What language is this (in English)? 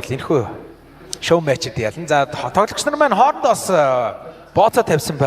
Mongolian